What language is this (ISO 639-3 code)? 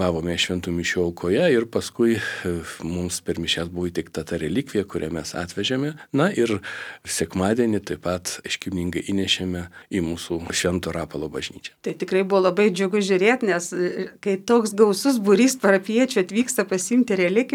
lit